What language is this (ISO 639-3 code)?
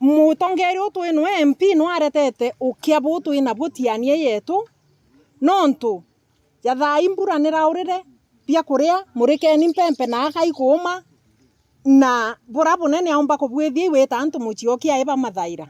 mer